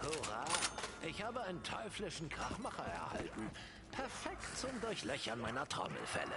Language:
Swiss German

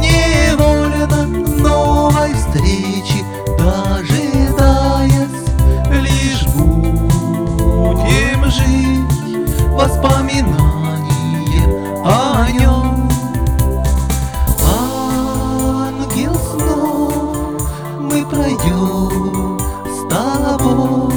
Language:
Russian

